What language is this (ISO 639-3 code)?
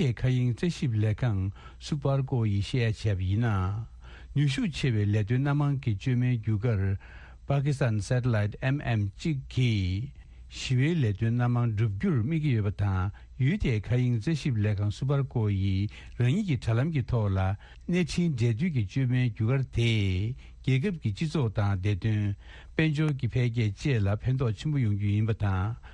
bod